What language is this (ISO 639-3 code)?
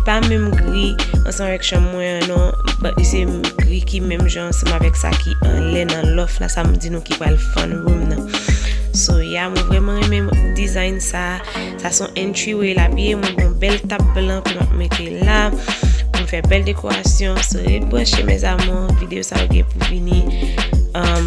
hat